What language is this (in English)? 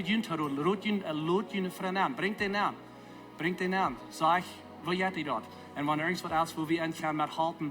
Plautdietsch